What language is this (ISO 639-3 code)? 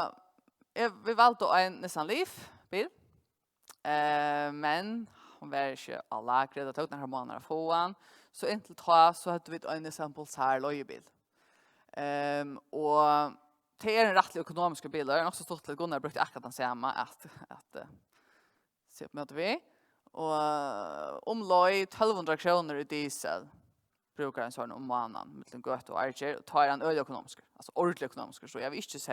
fao